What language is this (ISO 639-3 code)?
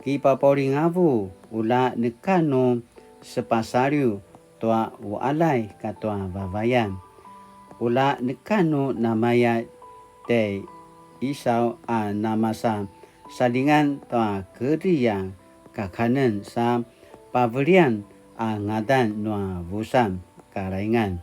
pwn